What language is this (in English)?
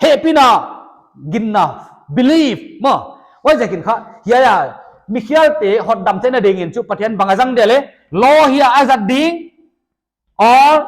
Paite Chin